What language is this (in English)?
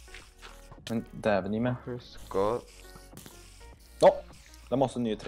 Norwegian